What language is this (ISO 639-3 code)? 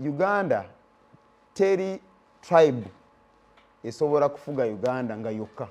lug